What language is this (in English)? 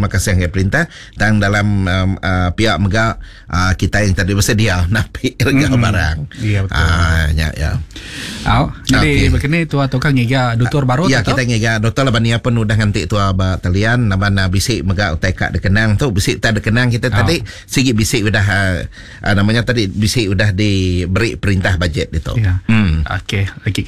Iban